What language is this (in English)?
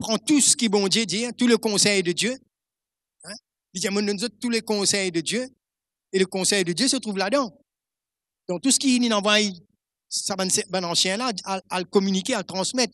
Morisyen